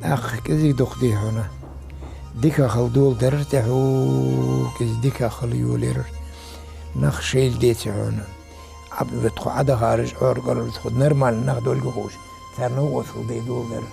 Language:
Ingush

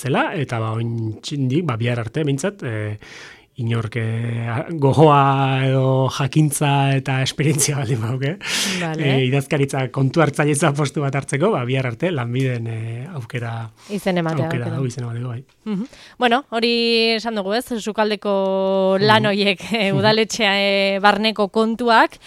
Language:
Basque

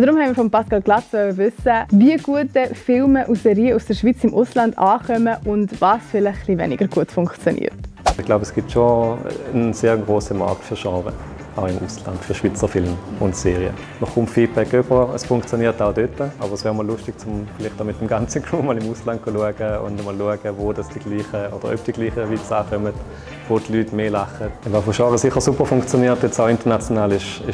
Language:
Swiss German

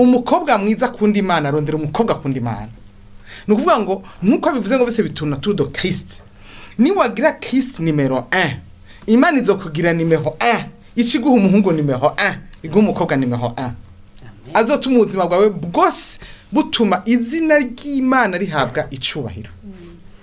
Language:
Rundi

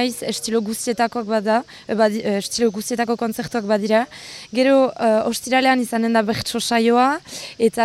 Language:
Basque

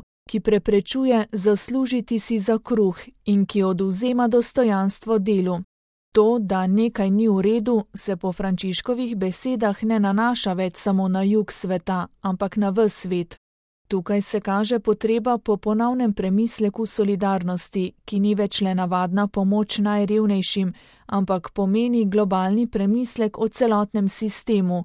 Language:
Slovenian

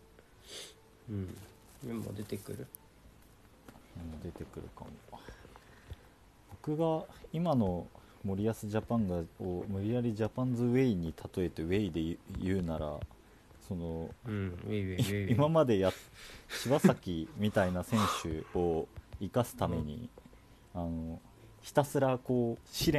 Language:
Japanese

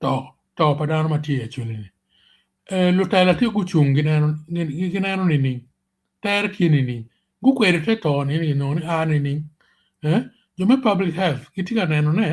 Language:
Acoli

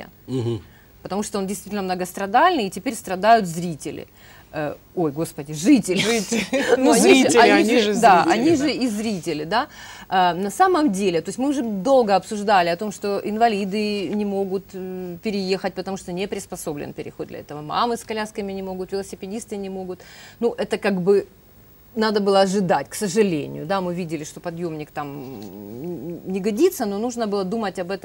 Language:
Russian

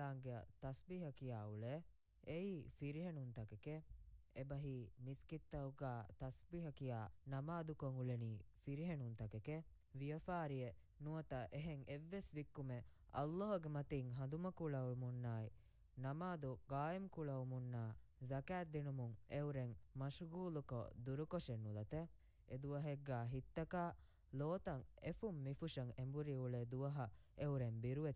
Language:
Divehi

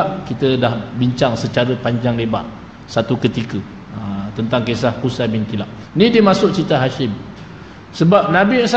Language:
Malay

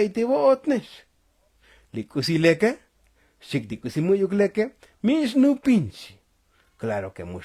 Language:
Tzotzil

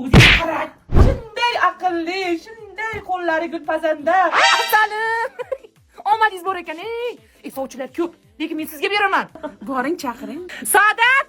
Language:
Uzbek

